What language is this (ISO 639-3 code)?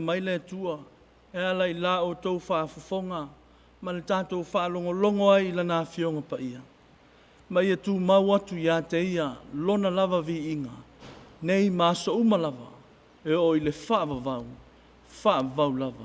smo